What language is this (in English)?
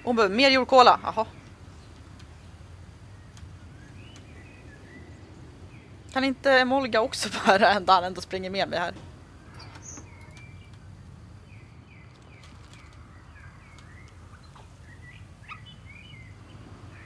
Swedish